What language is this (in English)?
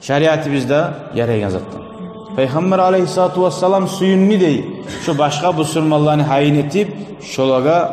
Kumyk